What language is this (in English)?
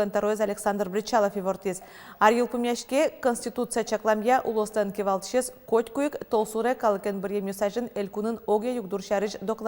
Udmurt